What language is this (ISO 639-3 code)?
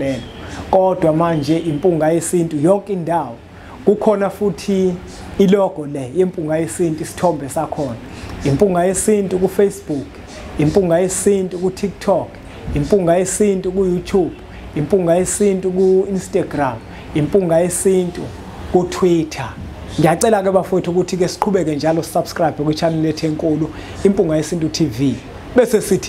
zul